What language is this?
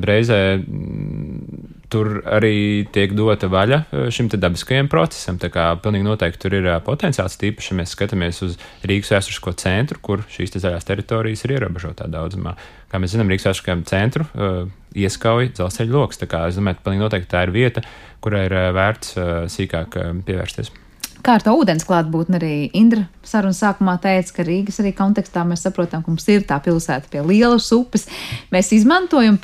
Latvian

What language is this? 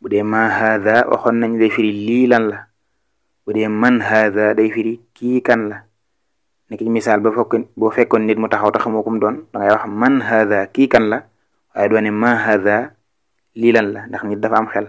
Wolof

